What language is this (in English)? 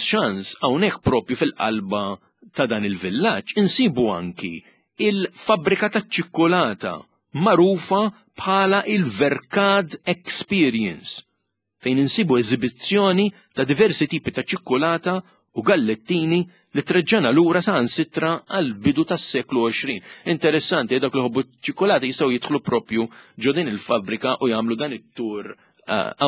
Maltese